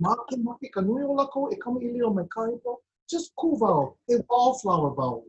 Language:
Hawaiian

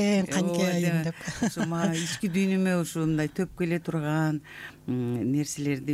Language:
Kyrgyz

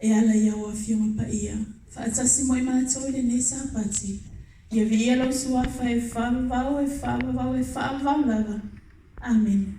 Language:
Samoan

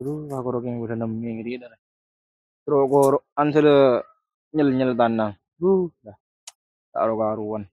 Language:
Madurese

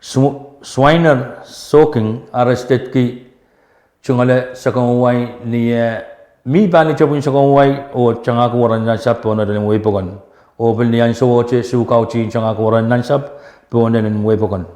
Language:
Pohnpeian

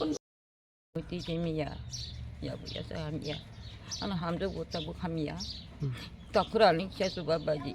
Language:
Kok Borok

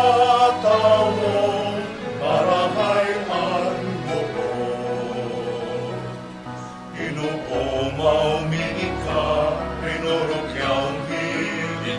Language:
Bikol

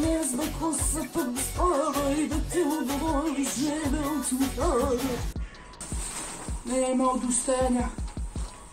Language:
Serbian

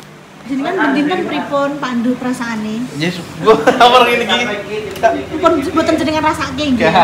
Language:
Javanese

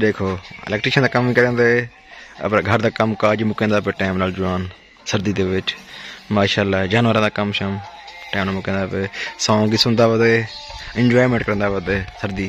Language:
Saraiki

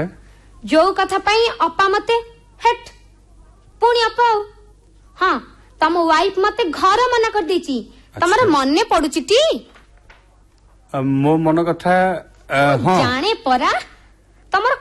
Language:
Odia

